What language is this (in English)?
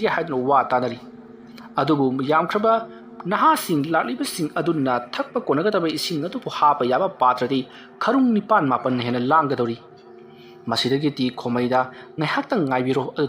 Manipuri